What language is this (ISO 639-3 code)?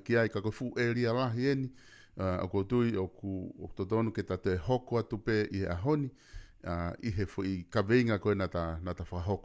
ton